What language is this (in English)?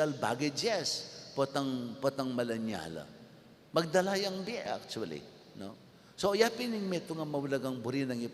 Pampanga